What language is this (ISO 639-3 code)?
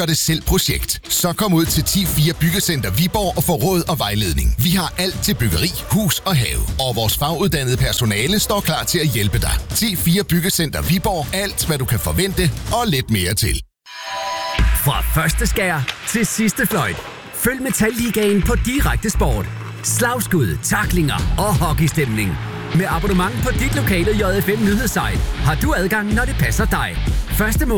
dan